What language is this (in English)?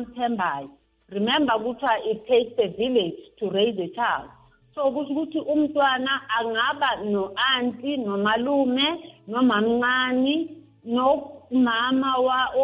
South Ndebele